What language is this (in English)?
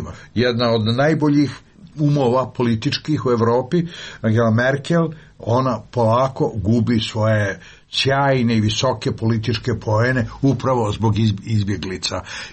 Serbian